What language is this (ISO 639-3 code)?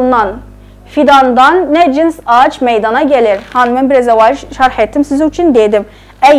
azb